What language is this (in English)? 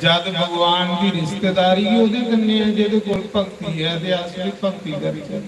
Dogri